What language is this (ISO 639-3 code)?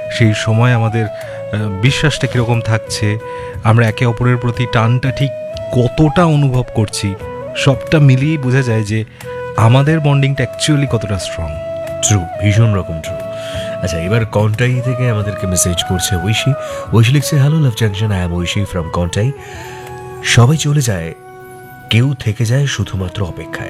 ben